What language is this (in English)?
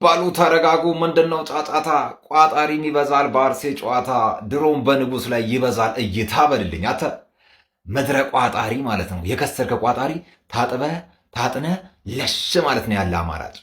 Amharic